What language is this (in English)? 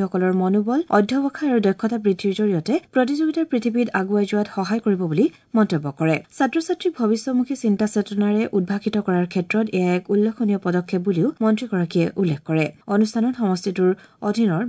Assamese